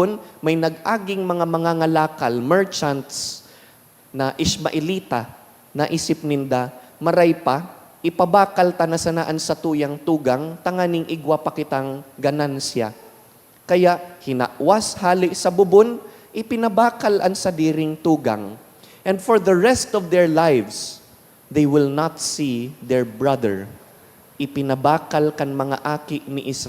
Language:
Bikol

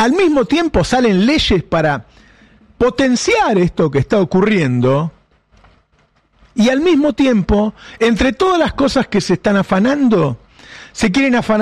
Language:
Spanish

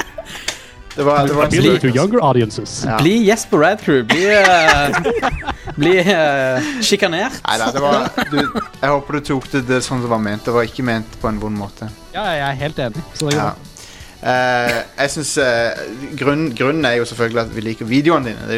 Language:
Norwegian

